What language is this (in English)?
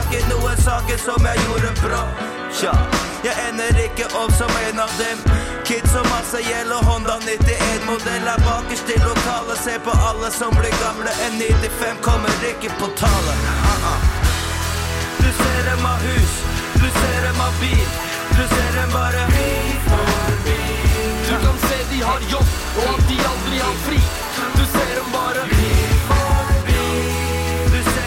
Norwegian